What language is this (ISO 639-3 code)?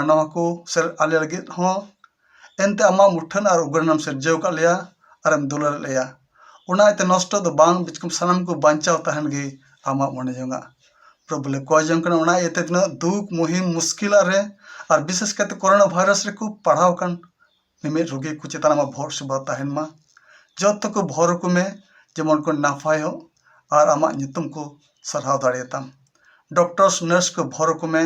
sat